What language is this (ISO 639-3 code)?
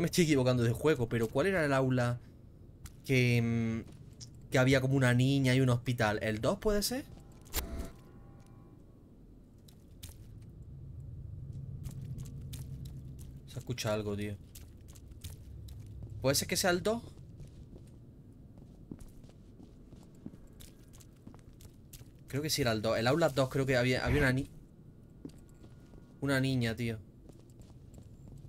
spa